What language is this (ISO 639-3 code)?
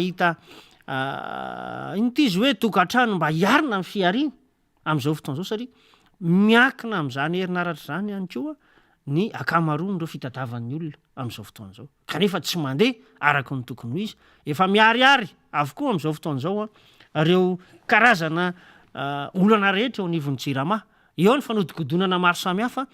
mlg